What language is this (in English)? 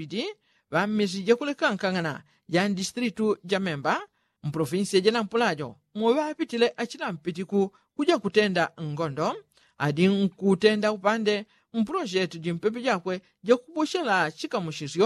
Yao